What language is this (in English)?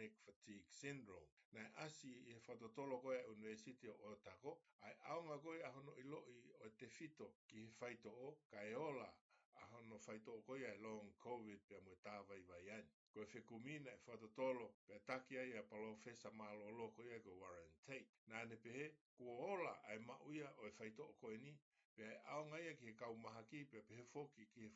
Tongan